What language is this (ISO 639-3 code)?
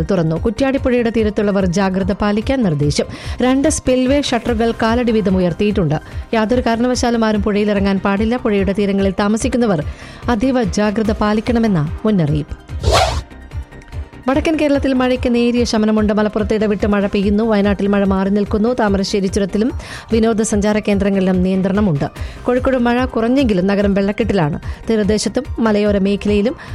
mal